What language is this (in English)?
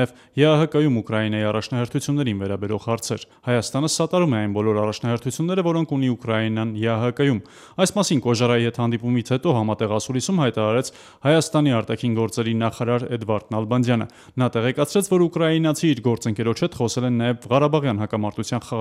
Armenian